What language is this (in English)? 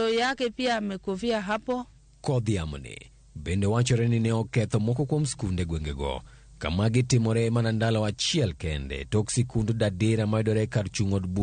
Luo (Kenya and Tanzania)